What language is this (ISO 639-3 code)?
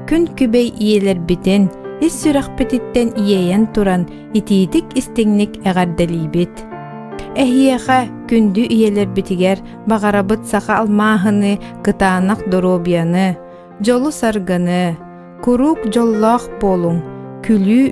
sah